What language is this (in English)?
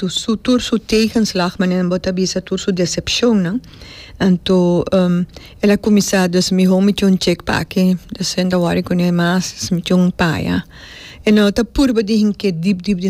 Papiamento